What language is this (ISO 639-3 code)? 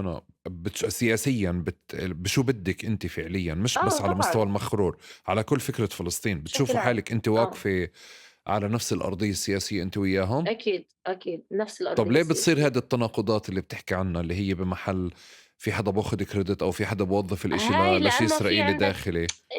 apc